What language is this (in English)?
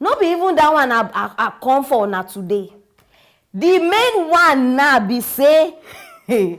Nigerian Pidgin